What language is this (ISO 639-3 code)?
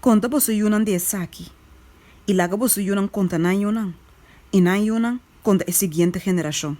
pap